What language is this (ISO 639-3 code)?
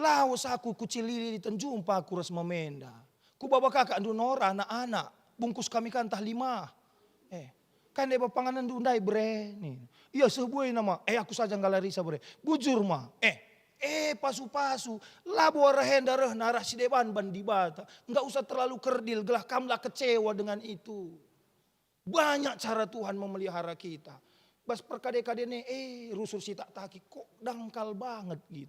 btx